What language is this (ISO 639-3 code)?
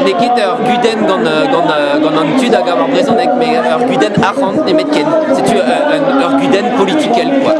bre